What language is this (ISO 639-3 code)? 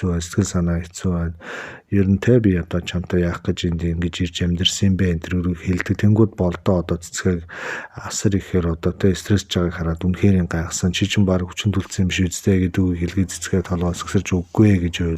mon